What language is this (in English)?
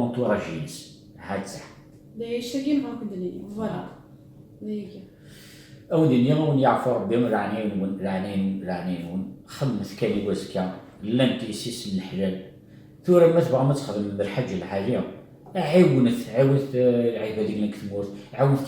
Kabyle